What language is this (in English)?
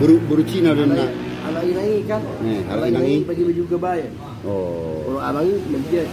Batak Toba